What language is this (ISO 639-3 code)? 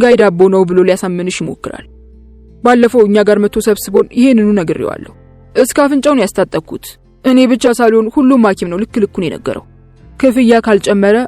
amh